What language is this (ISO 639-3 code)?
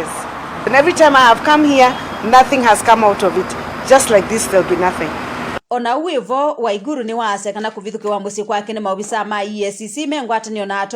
kam